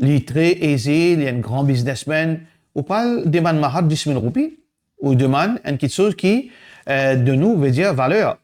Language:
Morisyen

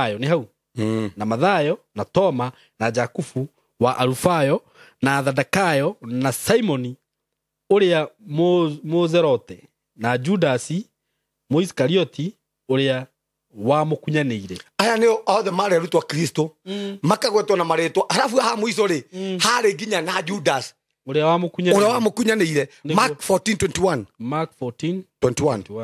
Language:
Kikuyu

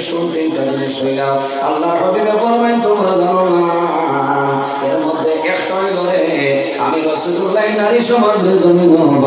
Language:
Sylheti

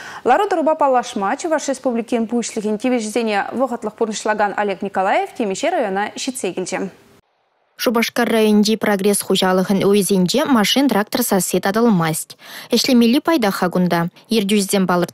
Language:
Chuvash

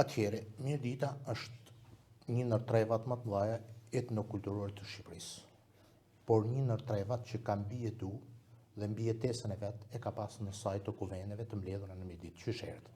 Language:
Albanian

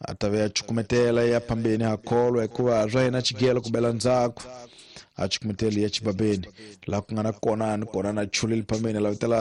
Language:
Tsonga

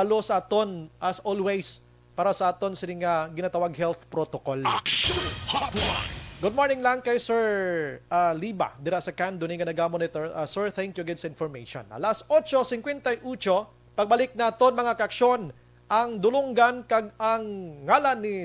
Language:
Hiligaynon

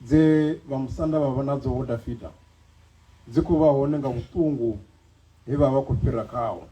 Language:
Venda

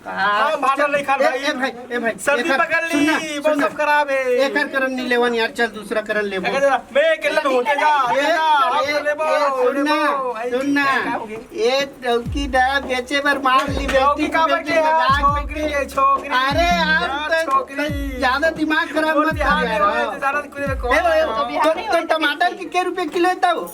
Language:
Chhattisgarhi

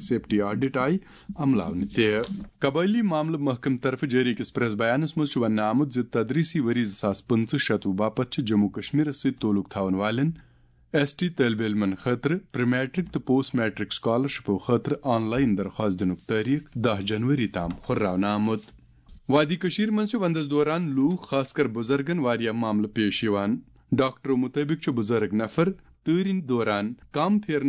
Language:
Kashmiri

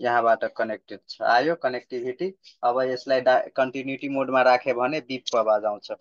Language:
Nepali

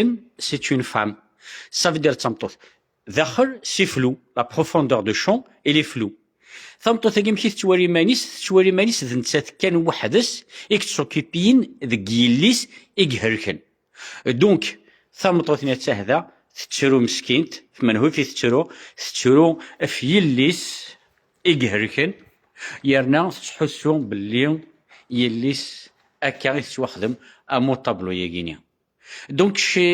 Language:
Kabyle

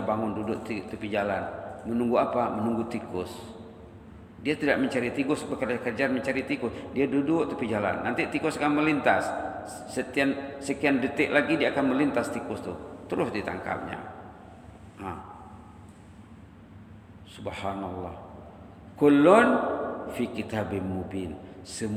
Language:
Malay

